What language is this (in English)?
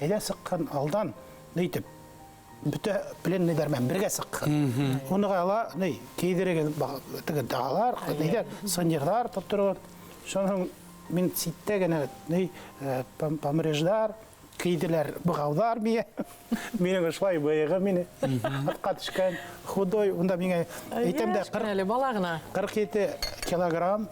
Bashkir